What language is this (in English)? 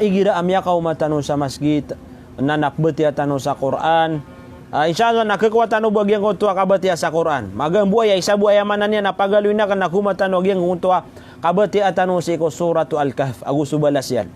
Maranao